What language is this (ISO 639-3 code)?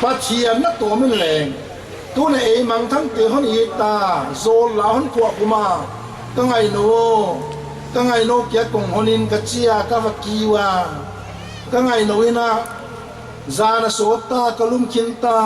pck